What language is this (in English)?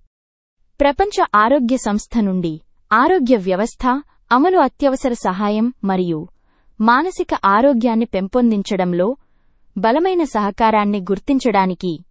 Telugu